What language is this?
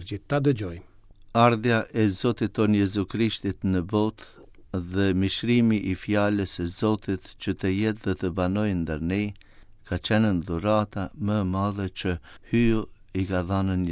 Albanian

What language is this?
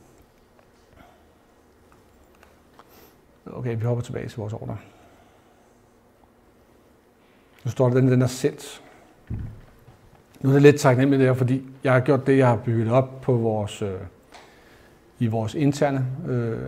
Danish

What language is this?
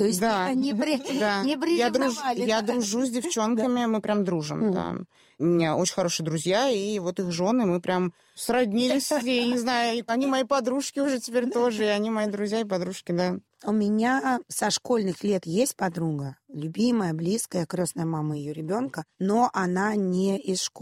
Russian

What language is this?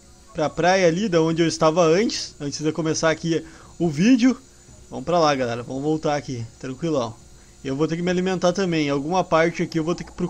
Portuguese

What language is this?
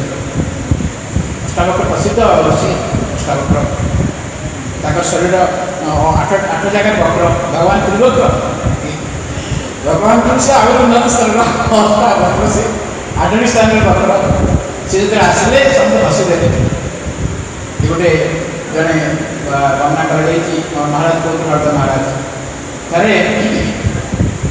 Odia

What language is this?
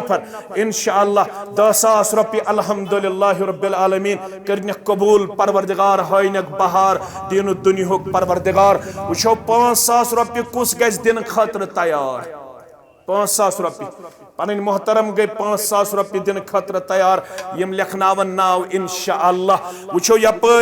Kashmiri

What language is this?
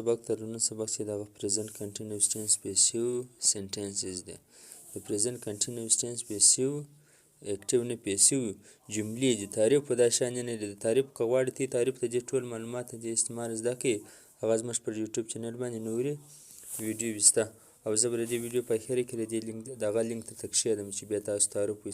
Pashto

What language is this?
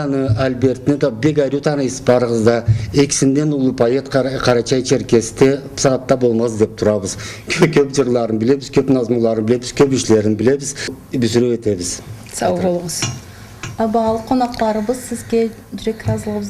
Karachay-Balkar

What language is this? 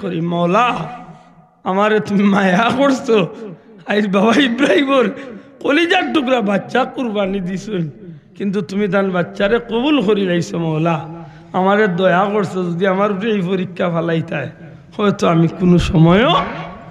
Sylheti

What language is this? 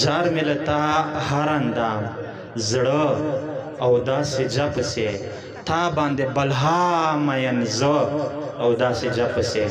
Pashto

